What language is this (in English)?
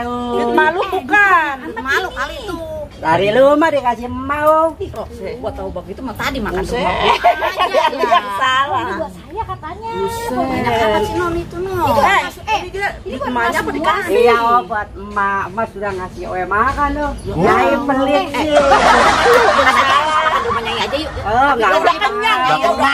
Betawi